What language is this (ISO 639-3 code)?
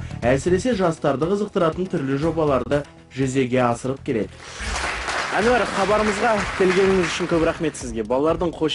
kaz